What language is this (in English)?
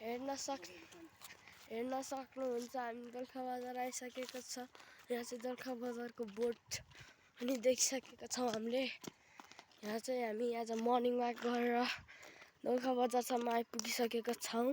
Nepali